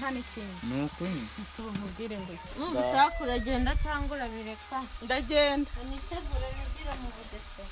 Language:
Kinyarwanda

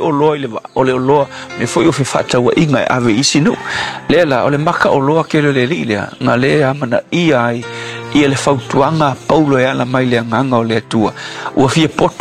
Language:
Samoan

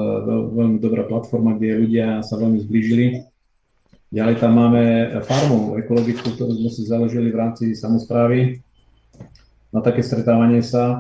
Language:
Slovak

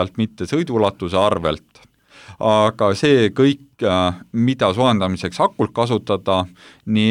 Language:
Estonian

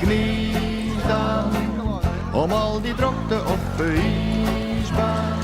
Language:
Western Frisian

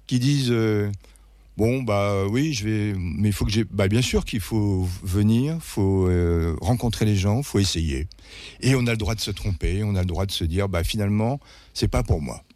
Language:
French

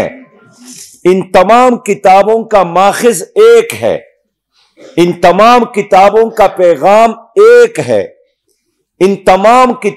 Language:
Urdu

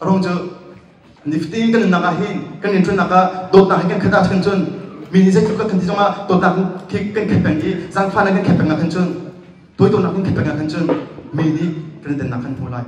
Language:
Hakha Chin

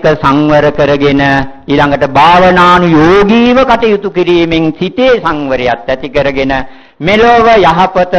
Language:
Sinhala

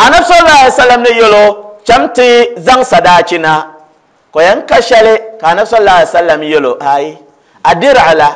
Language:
Dagbani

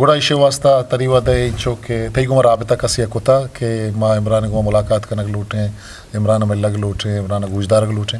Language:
Eastern Balochi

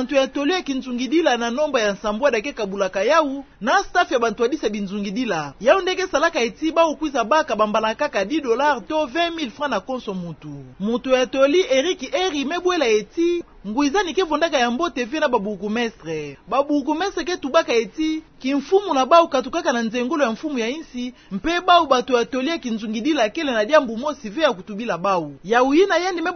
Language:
Kituba (Democratic Republic of Congo)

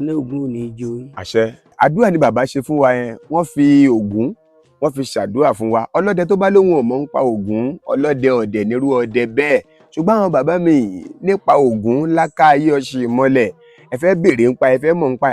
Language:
Yoruba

